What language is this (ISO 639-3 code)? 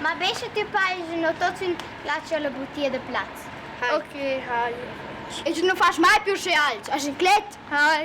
roh